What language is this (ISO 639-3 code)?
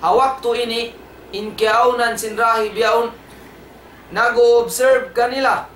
tsg